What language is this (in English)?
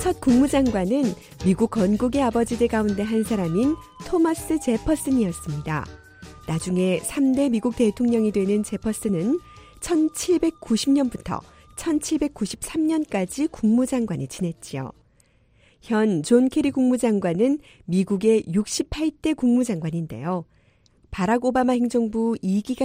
Korean